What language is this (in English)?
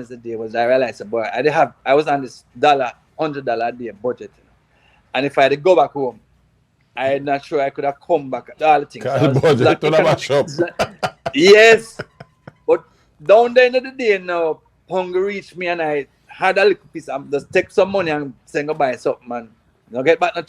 Jamaican Creole English